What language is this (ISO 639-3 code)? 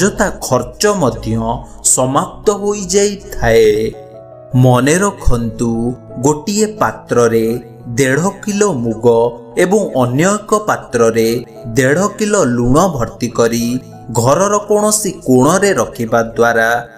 ori